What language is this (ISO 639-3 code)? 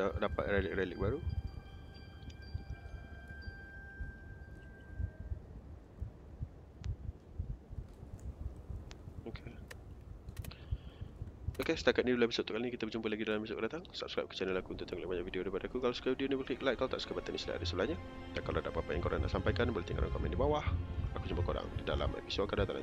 msa